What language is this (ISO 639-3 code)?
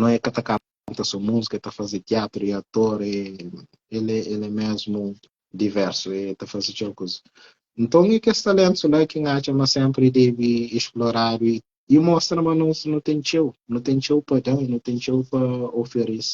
kea